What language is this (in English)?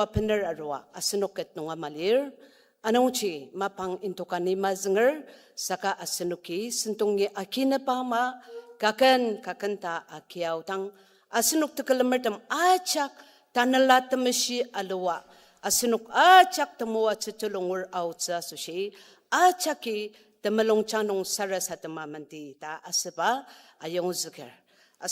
Ao Naga